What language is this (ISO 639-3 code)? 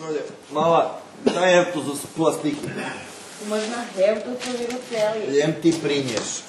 rue